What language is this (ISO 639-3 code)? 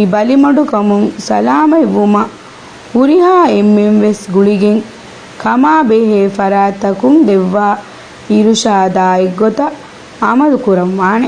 div